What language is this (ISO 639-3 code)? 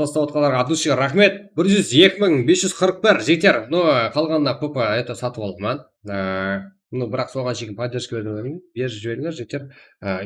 kaa